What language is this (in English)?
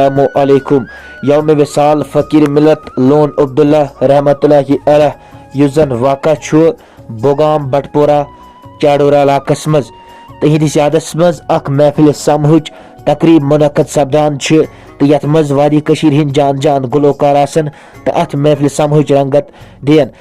Kashmiri